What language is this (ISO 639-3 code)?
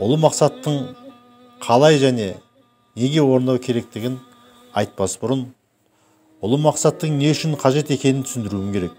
kaz